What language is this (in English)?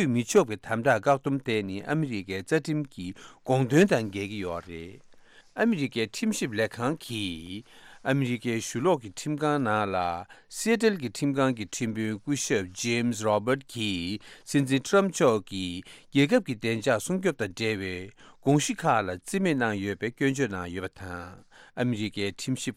Tibetan